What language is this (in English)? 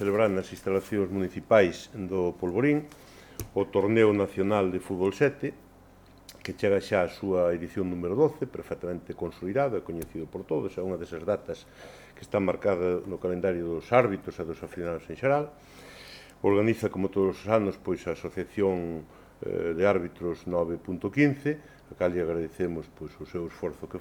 Galician